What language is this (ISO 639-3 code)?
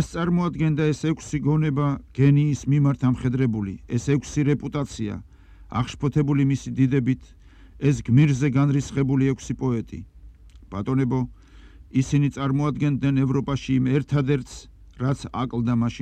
kat